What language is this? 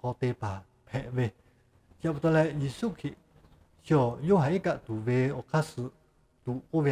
Lahu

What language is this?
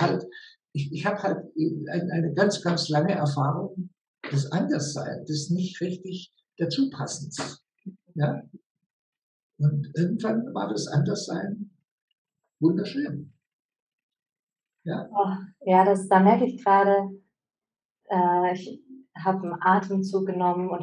German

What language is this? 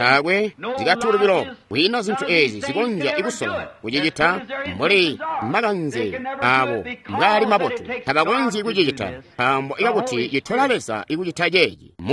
Tonga (Zambia)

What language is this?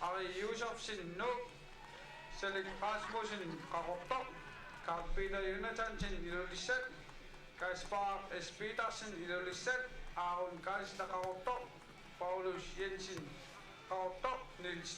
Kalaallisut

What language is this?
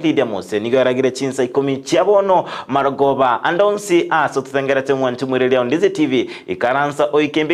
Gusii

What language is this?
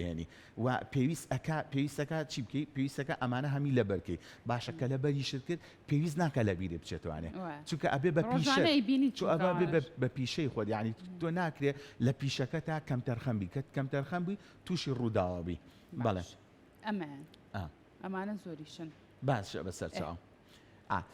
Central Kurdish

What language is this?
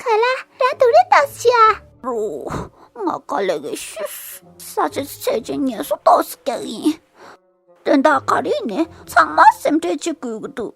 Tibetan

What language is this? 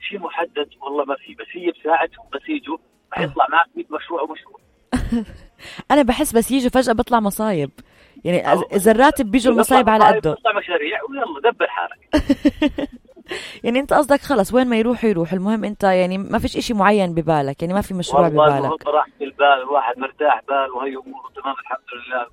North Levantine Arabic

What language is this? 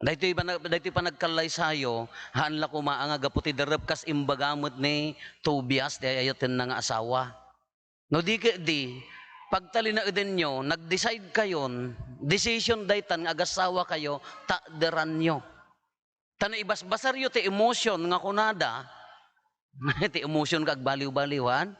Iloko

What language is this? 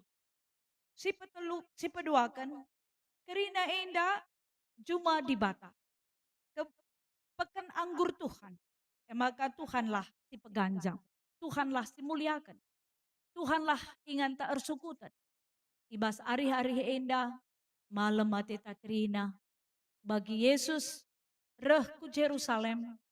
Batak Karo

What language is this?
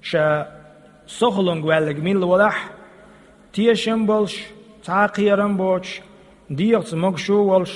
Chechen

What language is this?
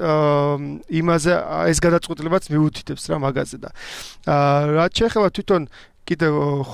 Georgian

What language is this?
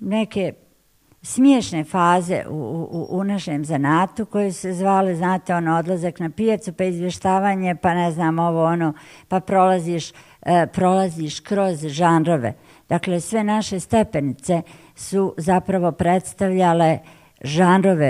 Bosnian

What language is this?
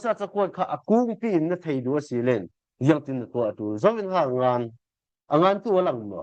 Falam Chin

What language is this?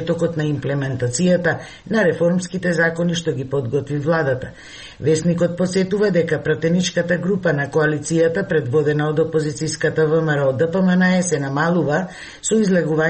Macedonian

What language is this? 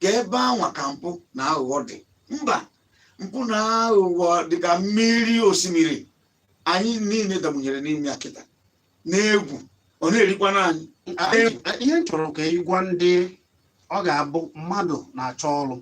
Igbo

